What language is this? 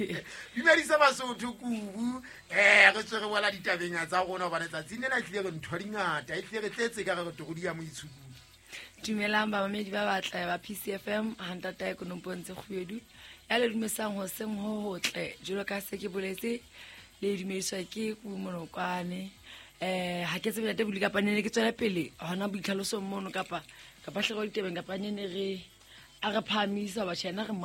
Southern Sotho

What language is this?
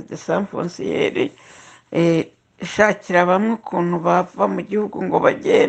Kinyarwanda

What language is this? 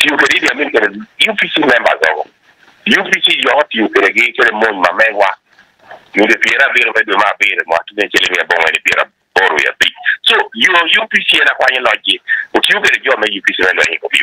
Acoli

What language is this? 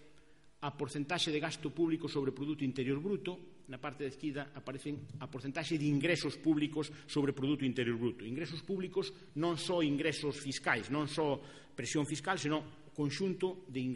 Galician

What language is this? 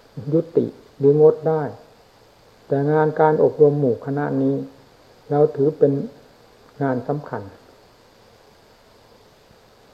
Thai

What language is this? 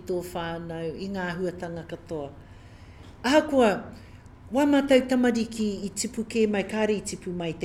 Māori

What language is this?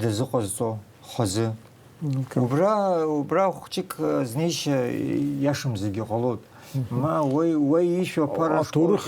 Abkhazian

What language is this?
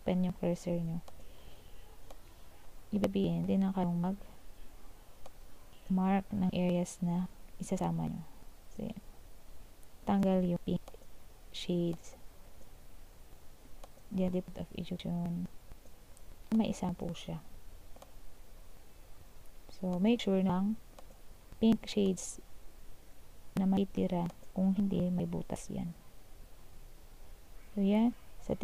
Filipino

